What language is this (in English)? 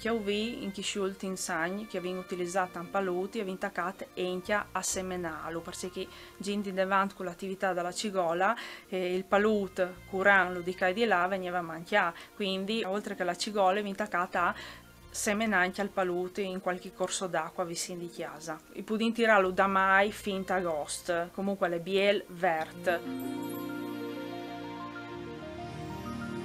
Italian